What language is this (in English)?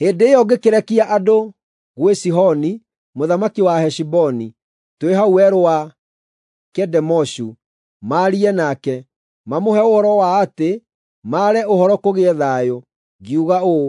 Kikuyu